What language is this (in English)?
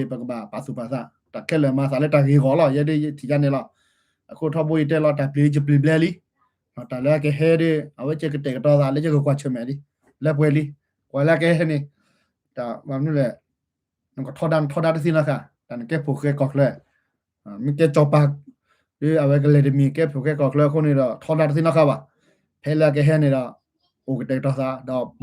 S'gaw Karen